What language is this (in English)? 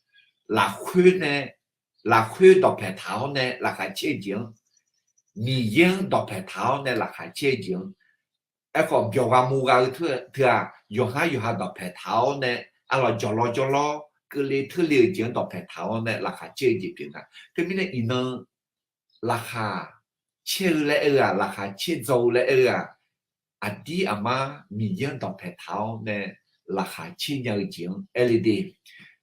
Akha